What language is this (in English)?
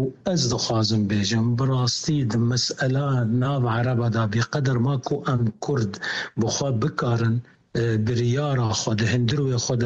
Kurdish